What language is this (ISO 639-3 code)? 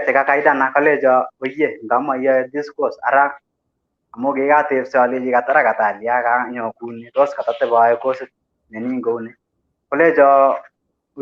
kln